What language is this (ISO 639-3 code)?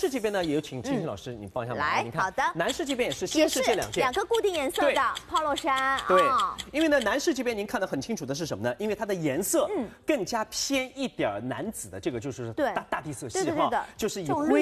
zho